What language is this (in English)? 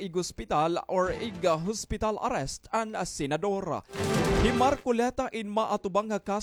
Waray